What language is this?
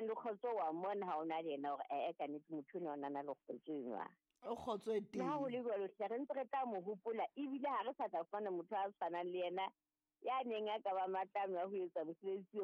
Southern Sotho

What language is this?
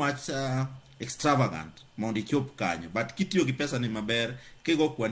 Luo (Kenya and Tanzania)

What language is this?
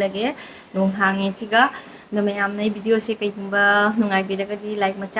Manipuri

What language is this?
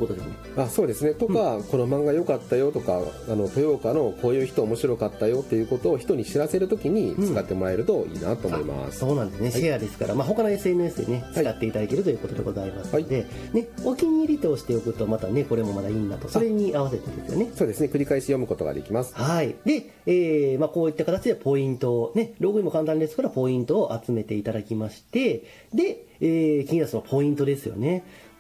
Japanese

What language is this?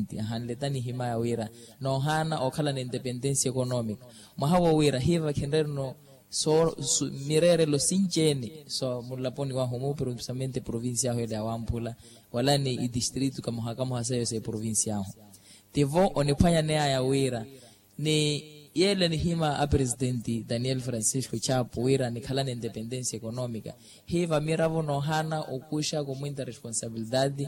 Makhuwa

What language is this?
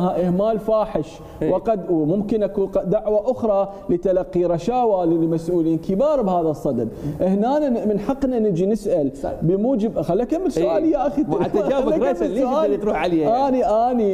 Mesopotamian Arabic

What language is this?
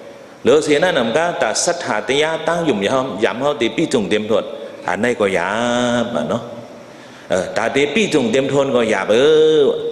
Shan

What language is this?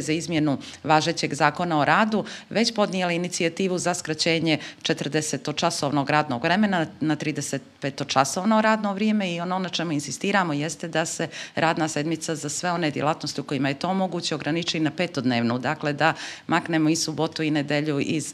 Bosnian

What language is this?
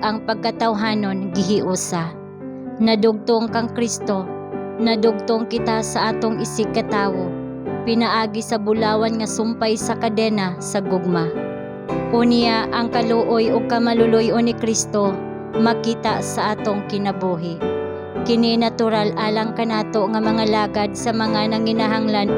Cebuano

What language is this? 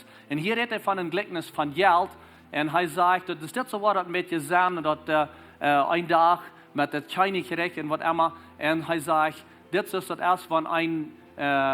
Plautdietsch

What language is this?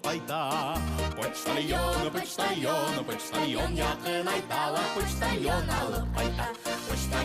Bashkir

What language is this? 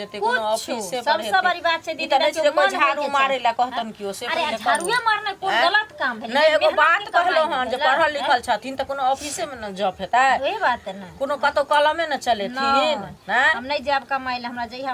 Maithili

